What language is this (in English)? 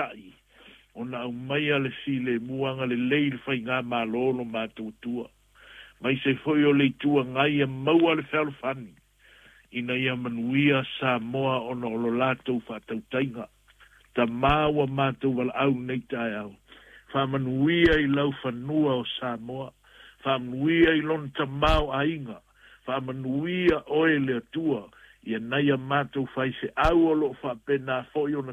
Samoan